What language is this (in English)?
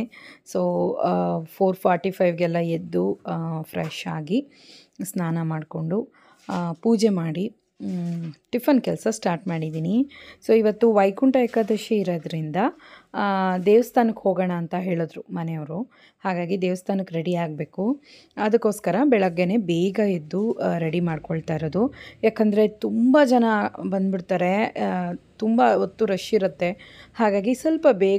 Kannada